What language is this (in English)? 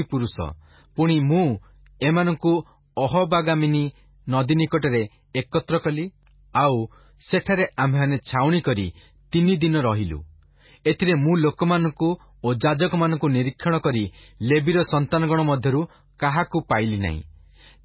Odia